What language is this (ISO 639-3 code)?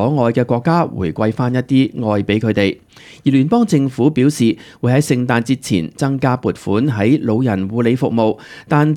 yue